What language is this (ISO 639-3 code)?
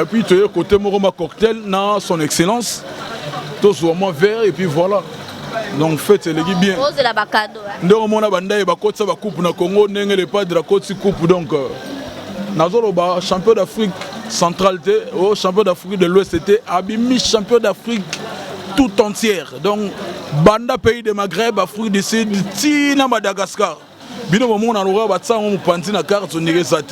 lin